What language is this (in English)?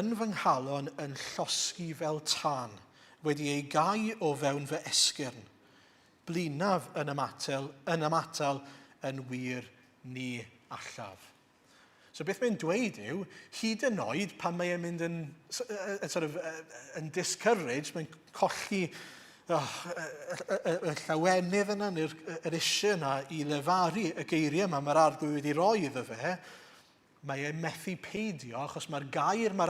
Welsh